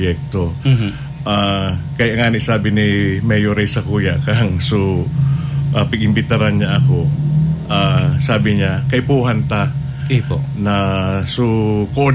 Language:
Bikol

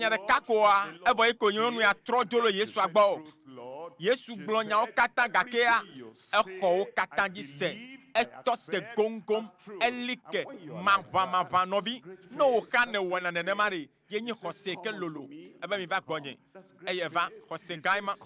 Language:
Ewe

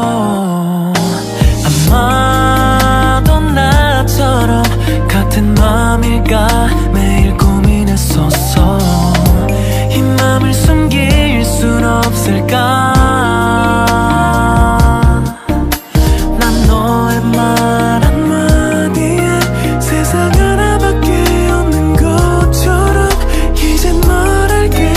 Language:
Korean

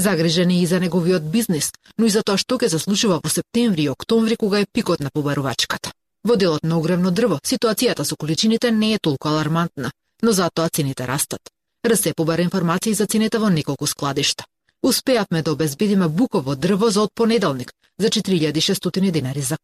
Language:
Macedonian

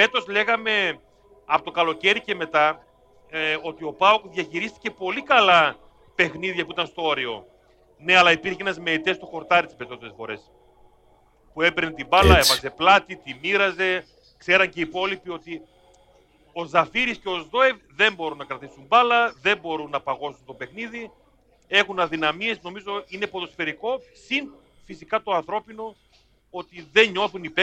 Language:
Greek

